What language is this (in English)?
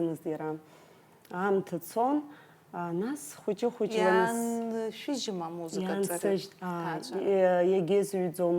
Abkhazian